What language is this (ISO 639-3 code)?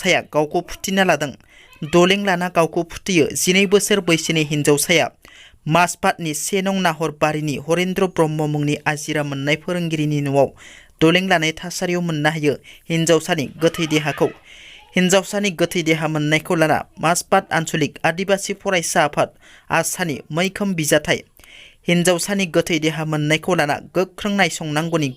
brx